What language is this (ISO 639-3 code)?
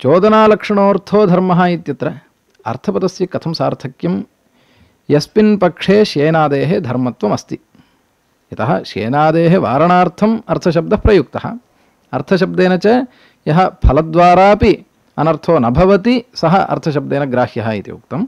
san